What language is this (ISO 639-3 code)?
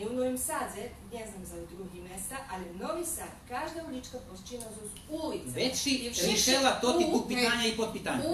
rue